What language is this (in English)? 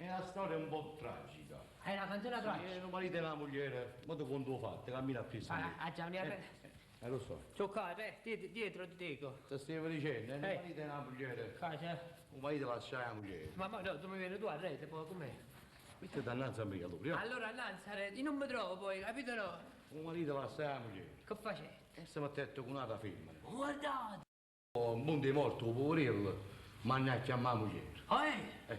Neapolitan